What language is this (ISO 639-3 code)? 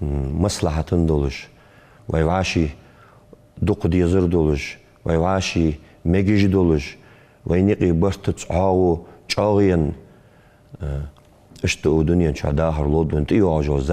inh